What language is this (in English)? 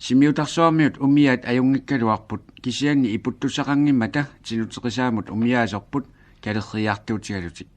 Kalaallisut